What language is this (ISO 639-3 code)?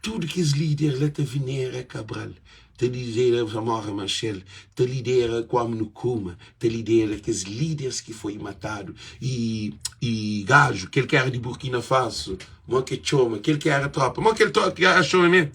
kea